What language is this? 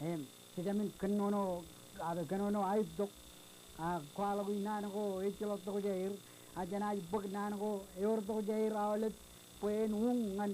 Marshallese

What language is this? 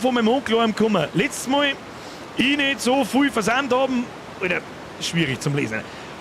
Bavarian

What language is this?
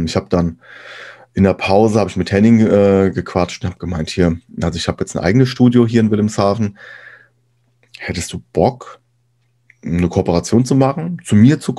German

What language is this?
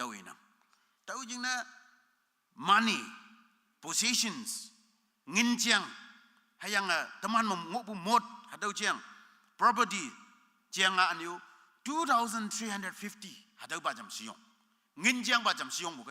Konyak Naga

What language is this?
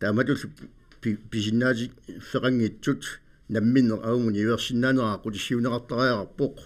Kalaallisut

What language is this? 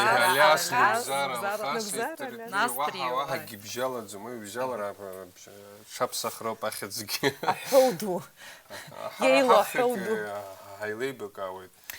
Abkhazian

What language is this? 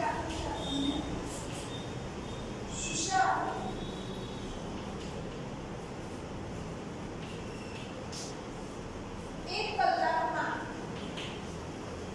Gujarati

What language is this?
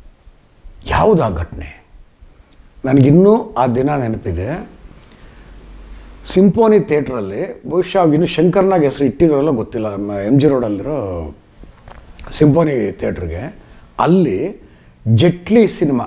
Kannada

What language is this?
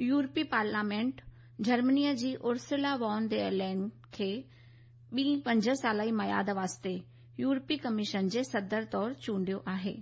Sindhi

